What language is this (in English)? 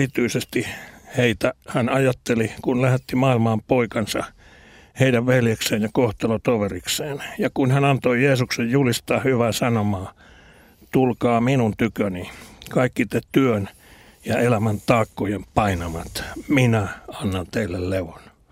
Finnish